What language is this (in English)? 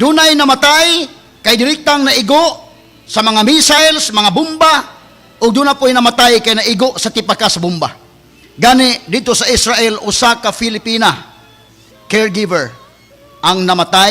Cebuano